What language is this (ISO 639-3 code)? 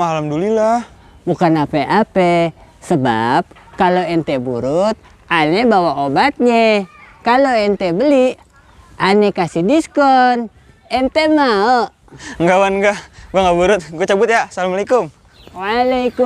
bew